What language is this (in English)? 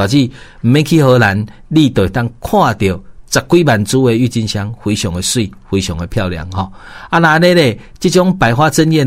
Min Nan Chinese